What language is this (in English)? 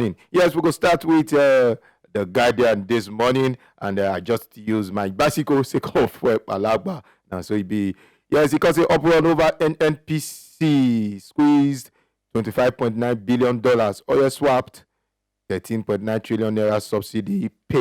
Nigerian Pidgin